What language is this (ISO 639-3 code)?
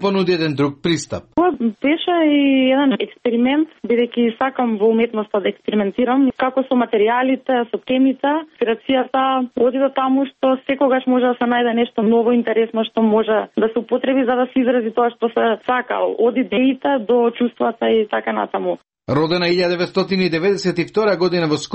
mkd